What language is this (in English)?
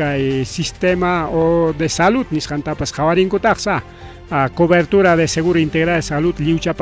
Ayacucho Quechua